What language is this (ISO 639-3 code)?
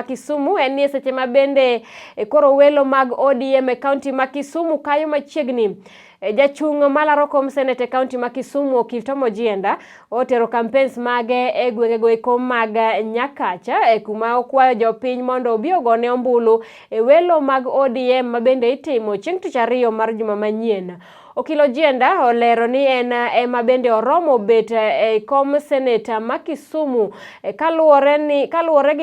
luo